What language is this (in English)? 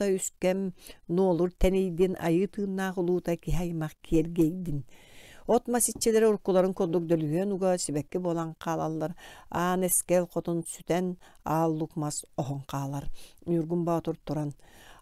Yakut